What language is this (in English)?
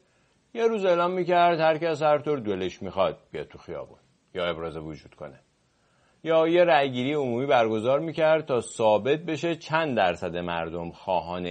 Persian